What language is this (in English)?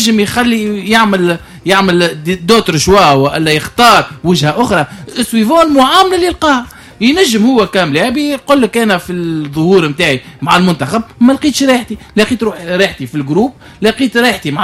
Tunisian Arabic